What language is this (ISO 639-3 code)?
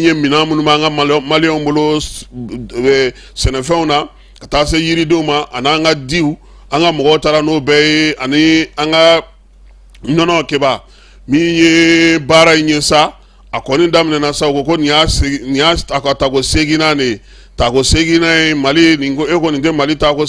bam